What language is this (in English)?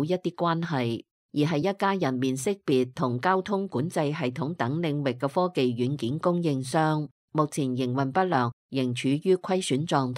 Cantonese